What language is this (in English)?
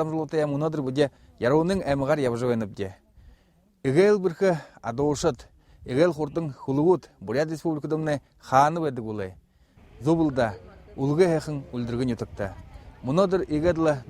Buriat